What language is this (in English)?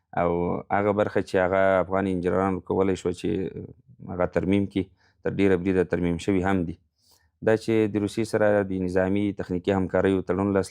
Pashto